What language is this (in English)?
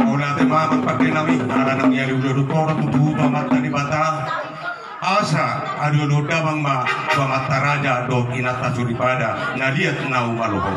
Batak Toba